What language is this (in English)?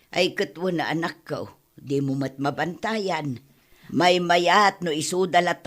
Iloko